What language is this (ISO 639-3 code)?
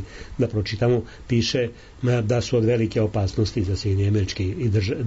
srp